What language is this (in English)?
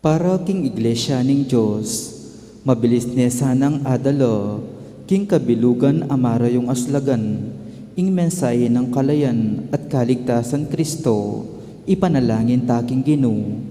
Pampanga